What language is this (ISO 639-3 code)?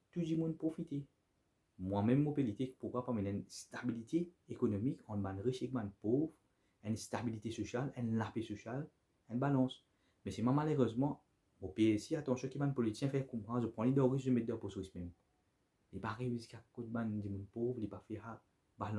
mfe